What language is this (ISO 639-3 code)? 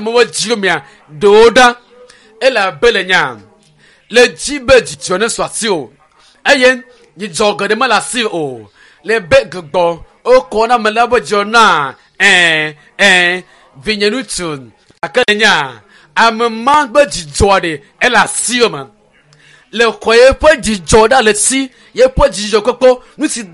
ewe